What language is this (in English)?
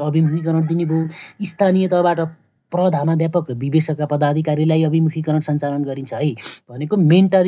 Nepali